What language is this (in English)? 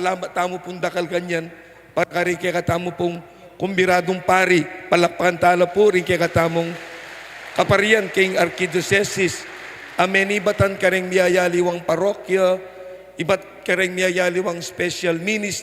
Pampanga